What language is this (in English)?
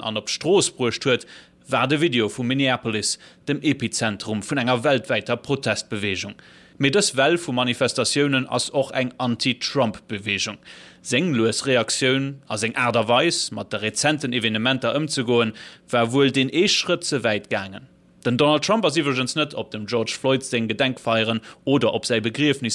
Luxembourgish